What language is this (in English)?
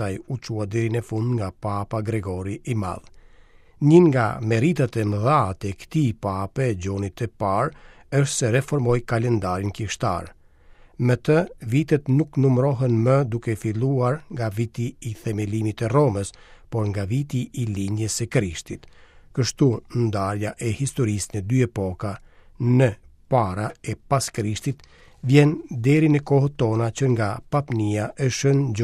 Albanian